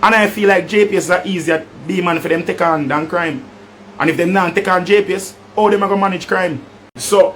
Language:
Jamaican Creole English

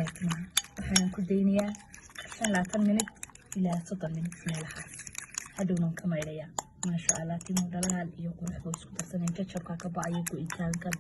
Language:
Somali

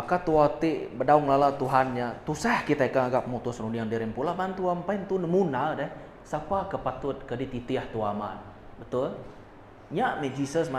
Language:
Iban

